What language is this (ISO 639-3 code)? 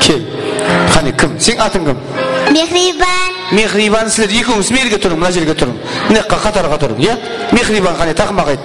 kaa